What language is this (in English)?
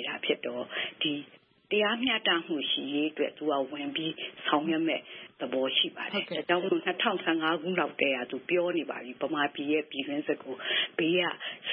Burmese